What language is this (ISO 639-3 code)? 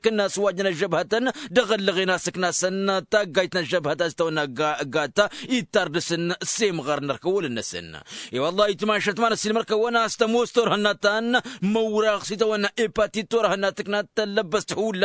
taq